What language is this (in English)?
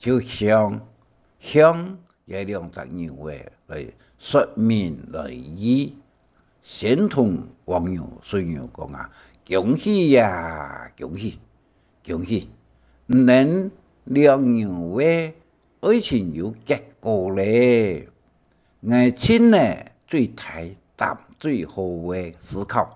Hakka Chinese